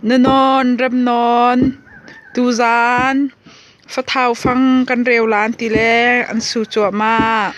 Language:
Hakha Chin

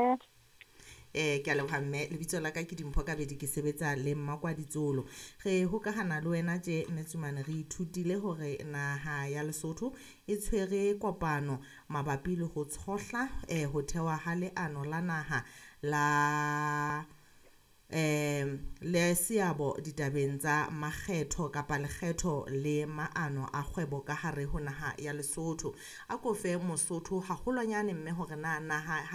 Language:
Southern Sotho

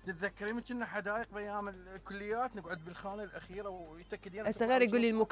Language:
Mesopotamian Arabic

